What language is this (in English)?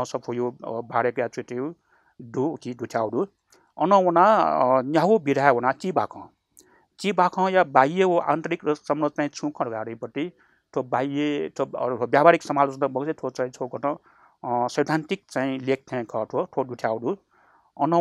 Newari